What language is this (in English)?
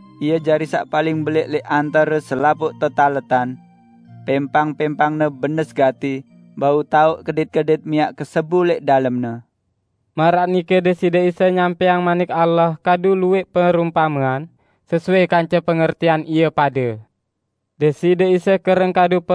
Sasak